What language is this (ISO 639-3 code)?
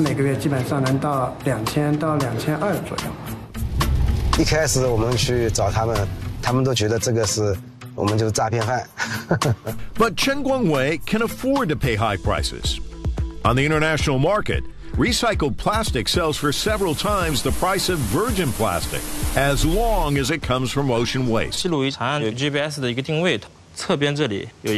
zho